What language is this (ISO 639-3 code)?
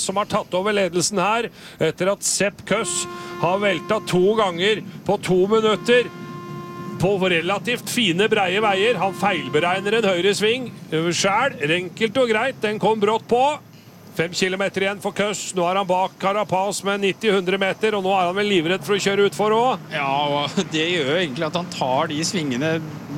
nor